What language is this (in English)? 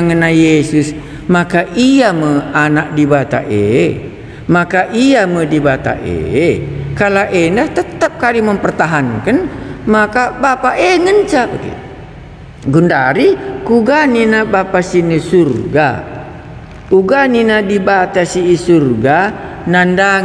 Batak Karo